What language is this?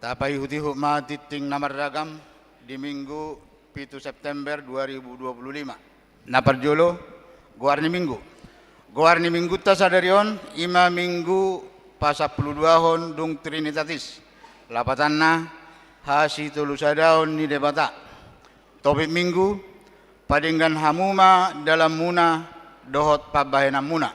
Batak Toba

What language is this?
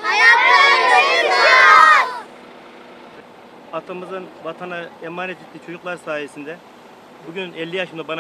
Turkish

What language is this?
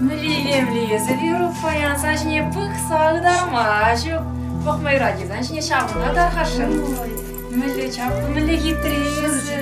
Chuvash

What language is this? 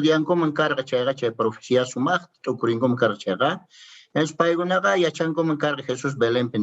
Quechua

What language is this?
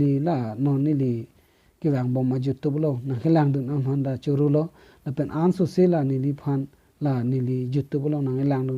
Karbi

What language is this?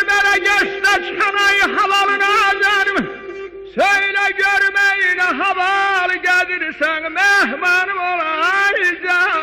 South Azerbaijani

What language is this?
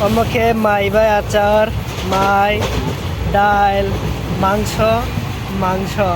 Kok Borok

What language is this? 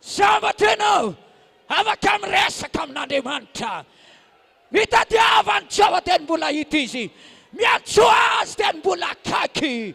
Malagasy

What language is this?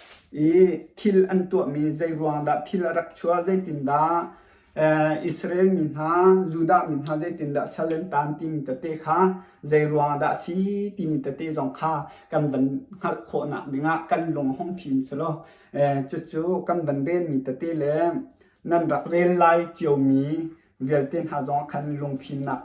Hakha Chin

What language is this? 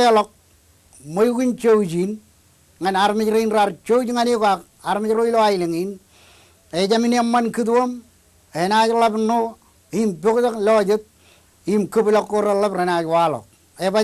Marshallese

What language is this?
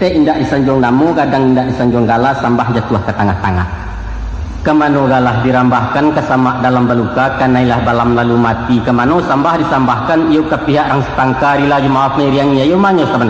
Minangkabau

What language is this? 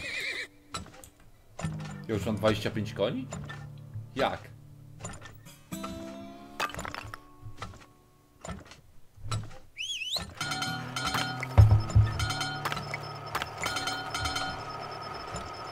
Polish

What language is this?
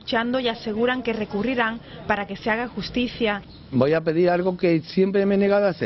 Spanish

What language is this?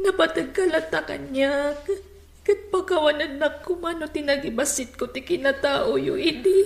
Iloko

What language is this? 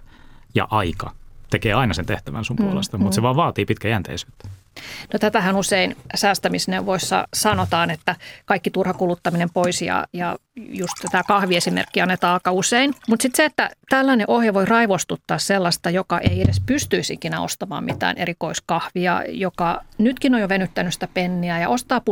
Finnish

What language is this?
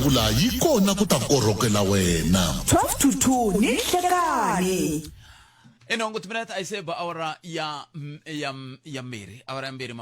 Tsonga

